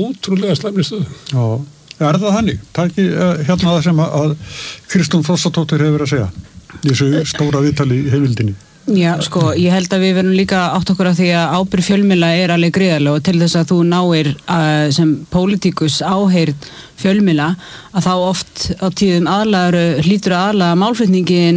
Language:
Icelandic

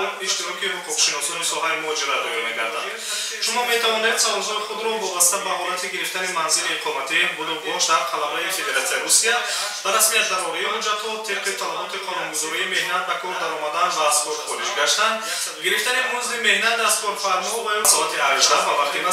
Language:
Tajik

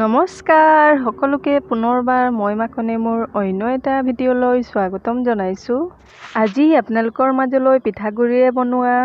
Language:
Assamese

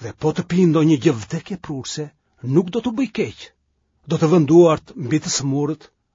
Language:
Albanian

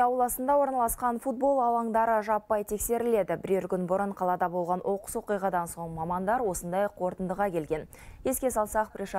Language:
Kazakh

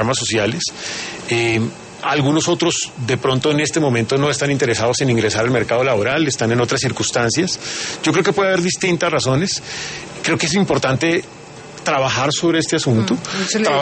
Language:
Spanish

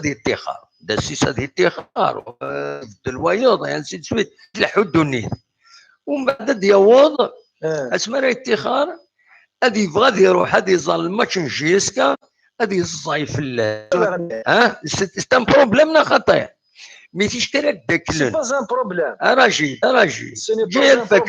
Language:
Kabyle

